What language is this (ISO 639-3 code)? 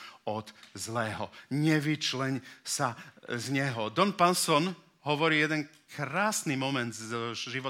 slk